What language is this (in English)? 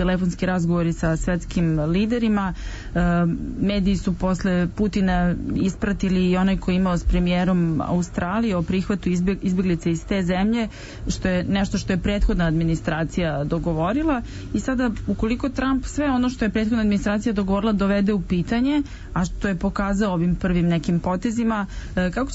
Serbian